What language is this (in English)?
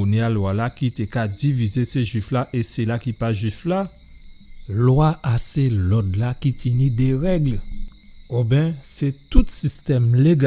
Guadeloupean Creole French